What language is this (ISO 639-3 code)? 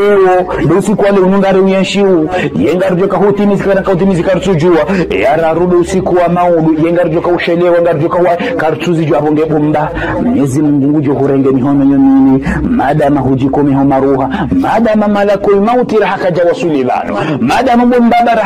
zdj